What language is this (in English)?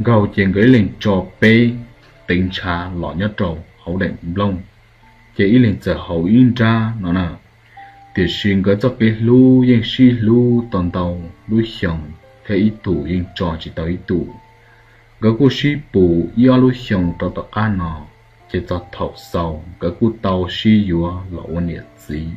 Hmong